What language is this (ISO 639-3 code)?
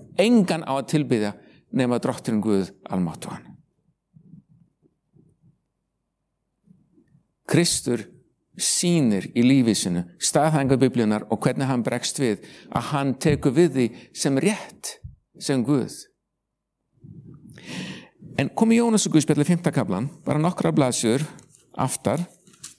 isl